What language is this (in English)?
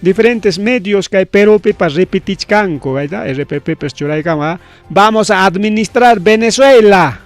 Ayacucho Quechua